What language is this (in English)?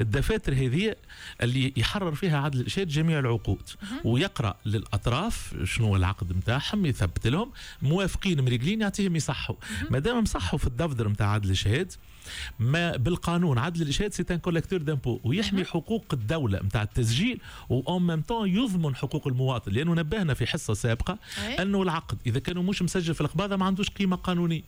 Tunisian Arabic